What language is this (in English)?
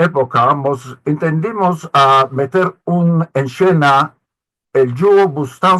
Ladino